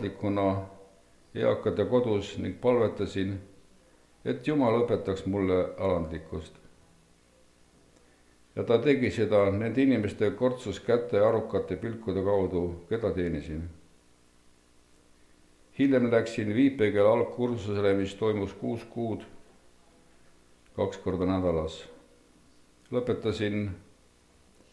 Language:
Estonian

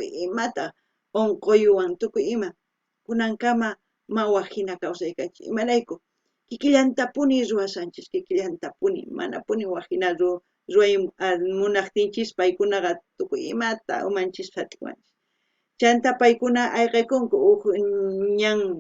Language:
South Bolivian Quechua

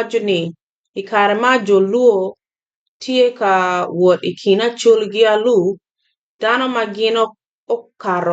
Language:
Acoli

